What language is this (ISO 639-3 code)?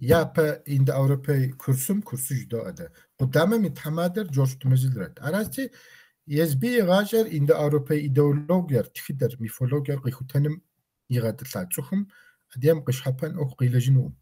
kbd